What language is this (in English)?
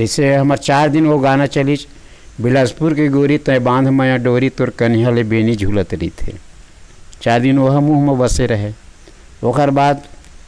Chhattisgarhi